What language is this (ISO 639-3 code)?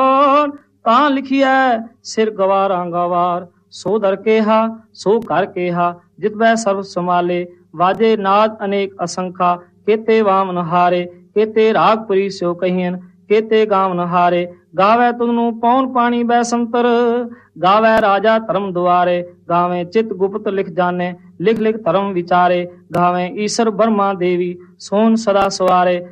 pan